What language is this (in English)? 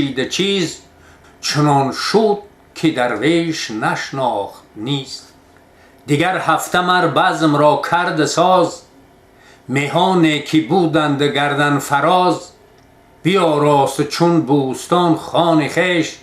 Tajik